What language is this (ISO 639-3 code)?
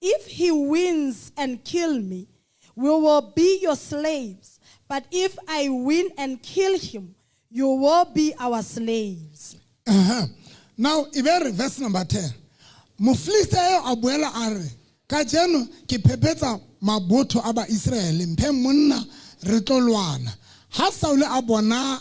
sot